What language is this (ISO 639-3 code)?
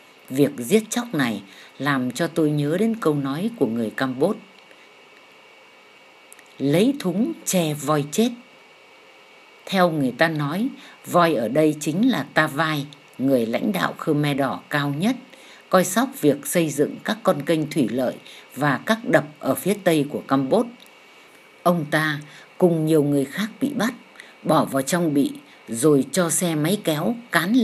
vie